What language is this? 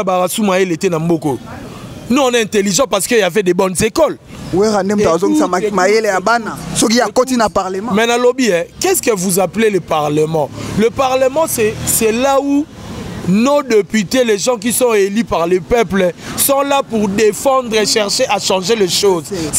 Lingala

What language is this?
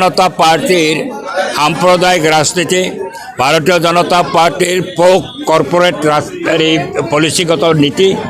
Assamese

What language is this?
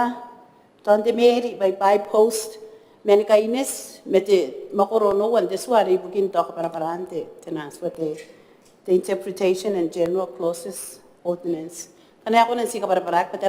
Gilbertese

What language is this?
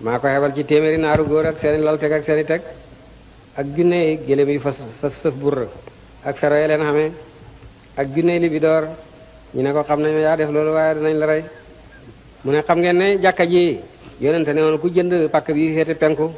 Wolof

